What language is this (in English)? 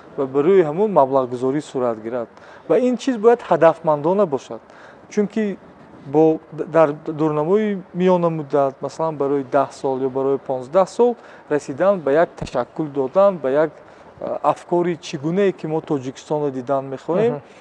Tajik